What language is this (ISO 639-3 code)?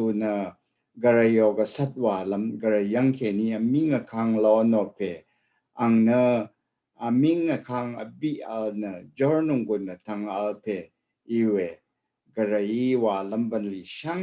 raw